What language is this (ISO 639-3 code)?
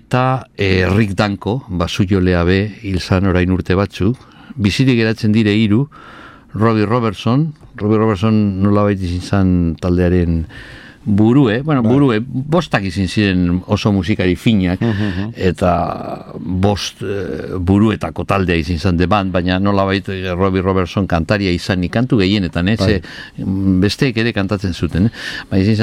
eus